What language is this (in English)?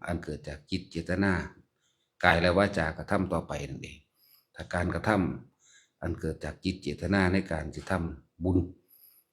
Lao